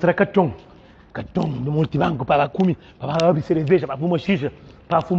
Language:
Kabuverdianu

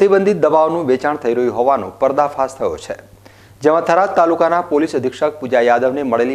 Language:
Gujarati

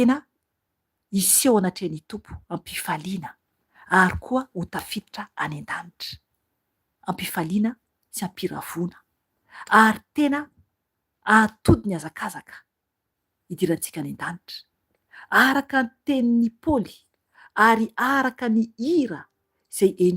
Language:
Malagasy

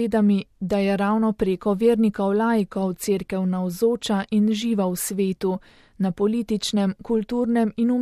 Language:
Slovenian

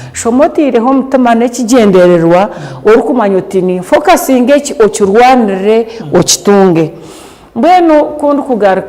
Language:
Nyankole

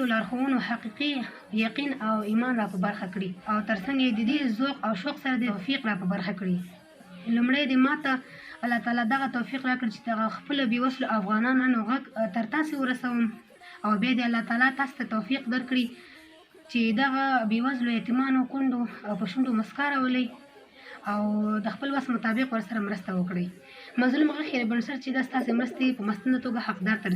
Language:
Pashto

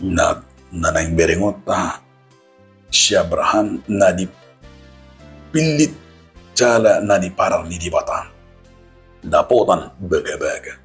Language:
Batak Toba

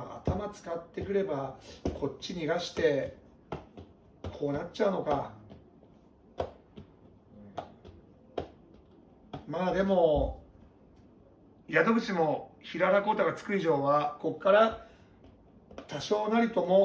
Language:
Japanese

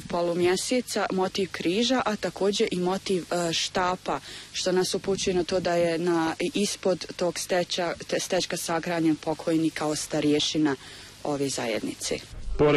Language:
Bosnian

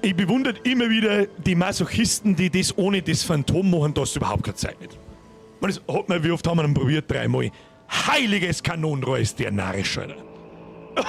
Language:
Bavarian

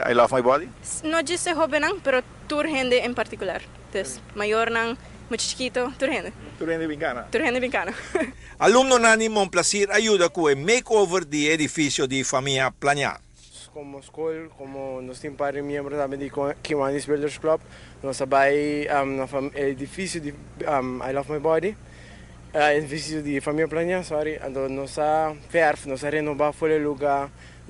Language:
Papiamento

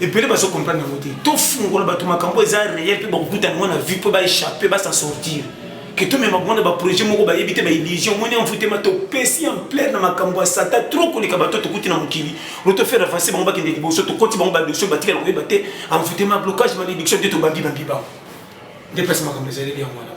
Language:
Lingala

